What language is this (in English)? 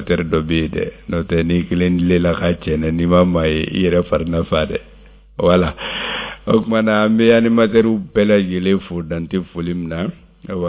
Bambara